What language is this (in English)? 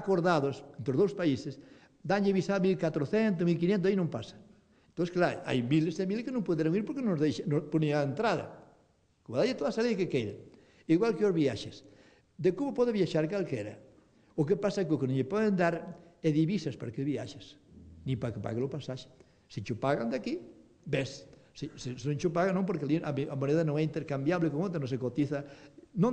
Galician